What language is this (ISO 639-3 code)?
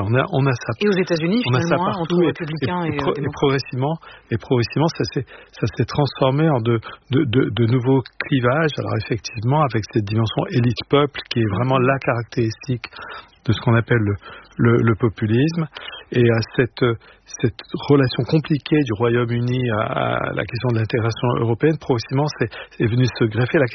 fra